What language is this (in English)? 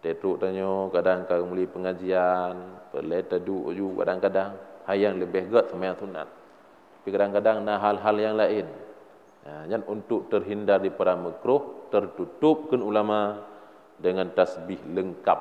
Achinese